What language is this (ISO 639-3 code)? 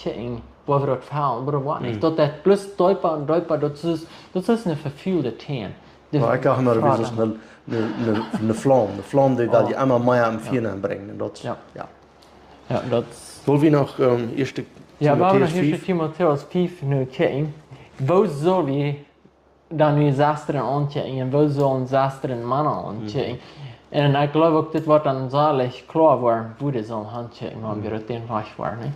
pdt